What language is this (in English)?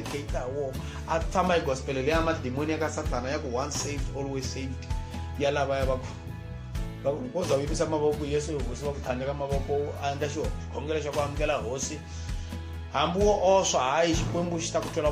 Tsonga